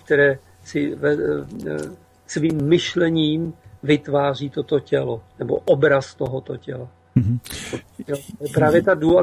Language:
Czech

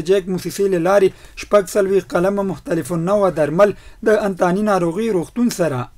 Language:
Pashto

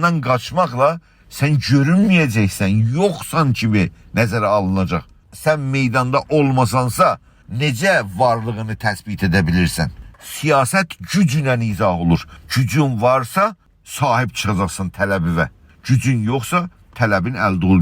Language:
South Azerbaijani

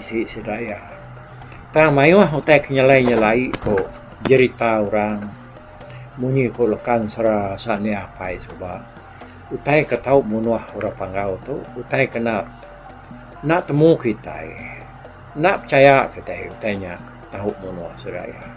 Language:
Iban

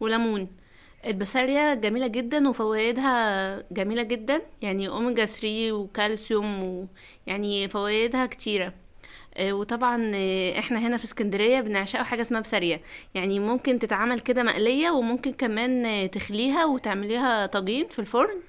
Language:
Egyptian Arabic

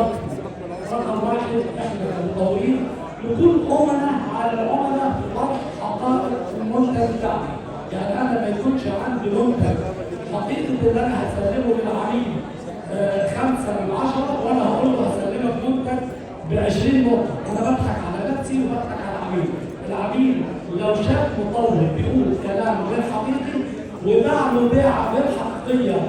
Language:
Egyptian Arabic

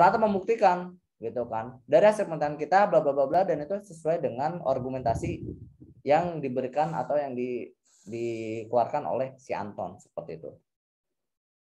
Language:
Indonesian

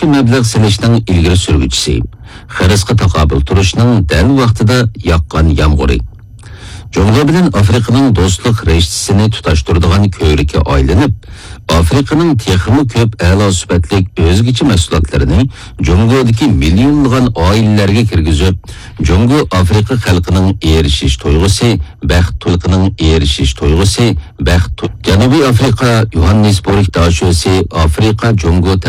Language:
Uyghur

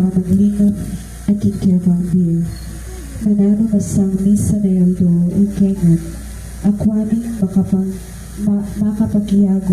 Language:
Pampanga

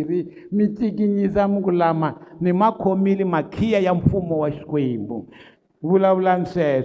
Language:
Tsonga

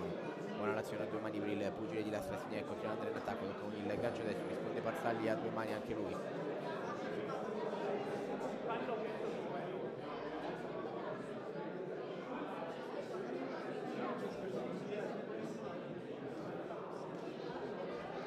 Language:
Italian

